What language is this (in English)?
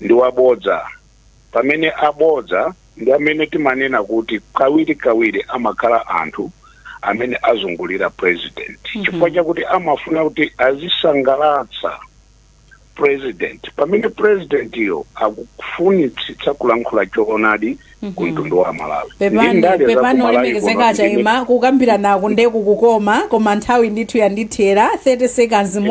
Nyanja